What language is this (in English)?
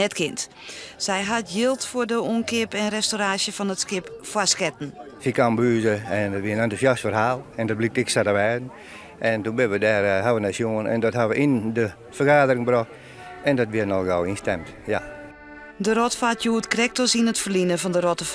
Western Frisian